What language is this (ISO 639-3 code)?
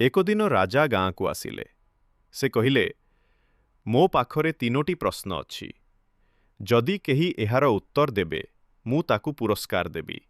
ori